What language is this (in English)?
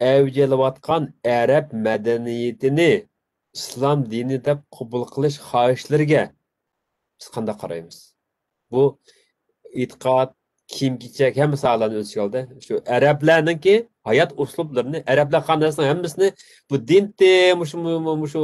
Uyghur